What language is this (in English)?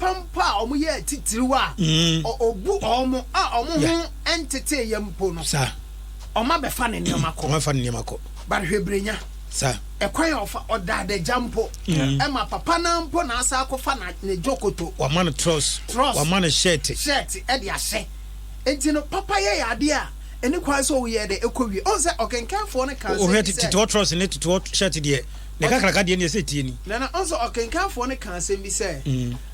Akan